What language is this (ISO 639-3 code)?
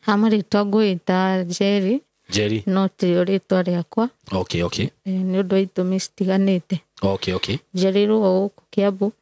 kik